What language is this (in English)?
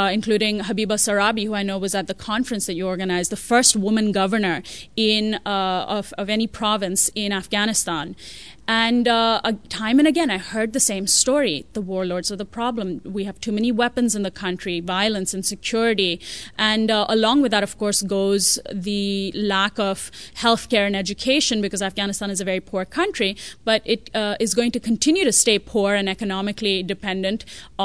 English